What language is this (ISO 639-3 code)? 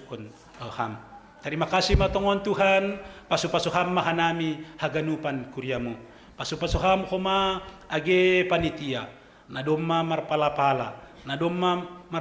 bts